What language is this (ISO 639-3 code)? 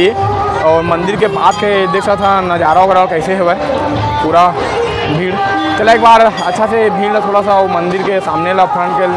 hne